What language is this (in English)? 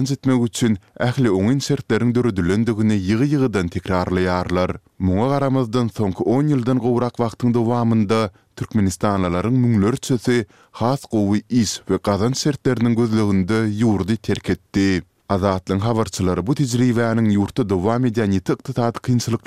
Turkmen